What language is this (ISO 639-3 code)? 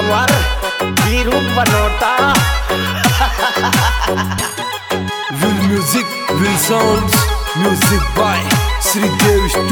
hin